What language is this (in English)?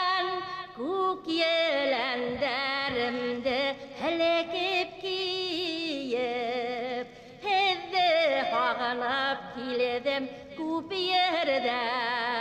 Bashkir